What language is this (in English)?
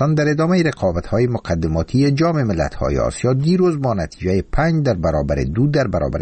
Persian